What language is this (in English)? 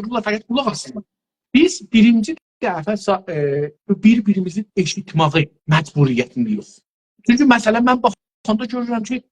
South Azerbaijani